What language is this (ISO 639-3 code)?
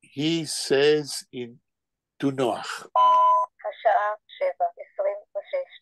yid